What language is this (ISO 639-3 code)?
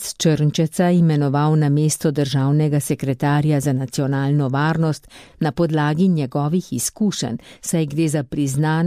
slv